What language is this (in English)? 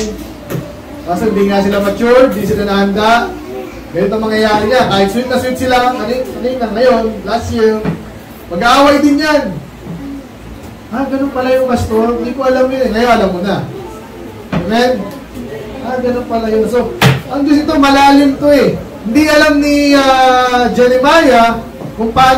Filipino